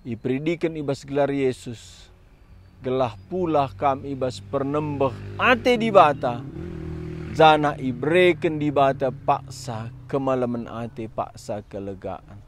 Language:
Batak Karo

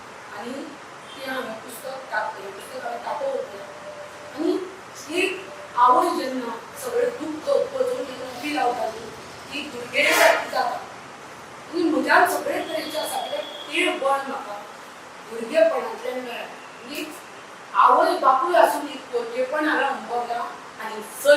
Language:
Konkani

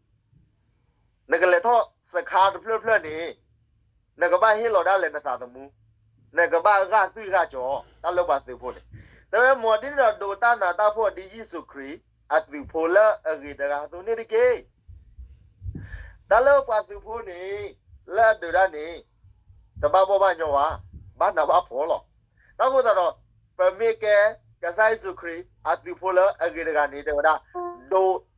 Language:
S'gaw Karen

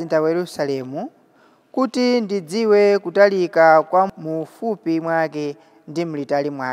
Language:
Nyanja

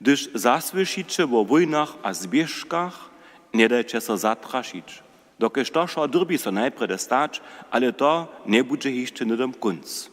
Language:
Upper Sorbian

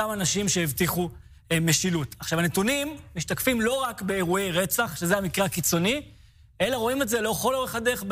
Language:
Hebrew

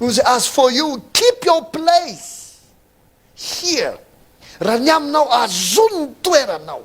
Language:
Malagasy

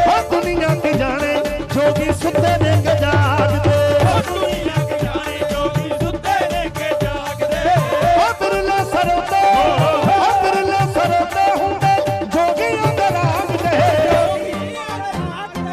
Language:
Punjabi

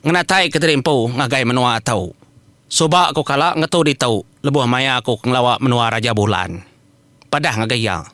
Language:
Iban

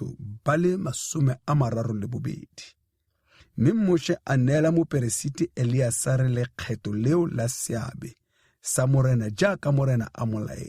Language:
Tswana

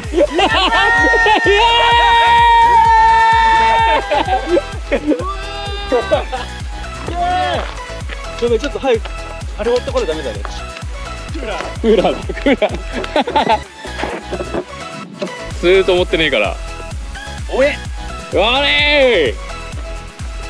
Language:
Japanese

